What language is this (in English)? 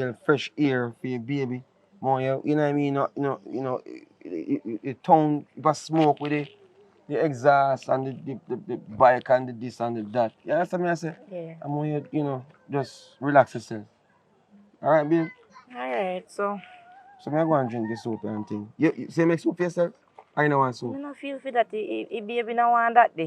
Jamaican Creole English